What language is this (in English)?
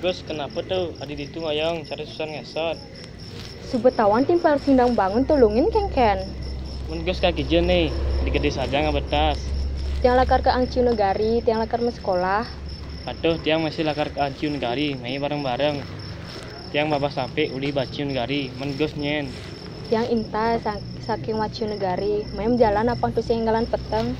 Balinese